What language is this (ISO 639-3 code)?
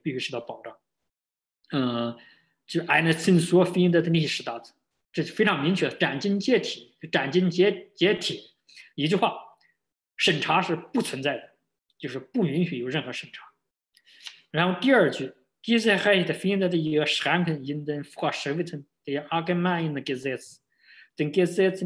zho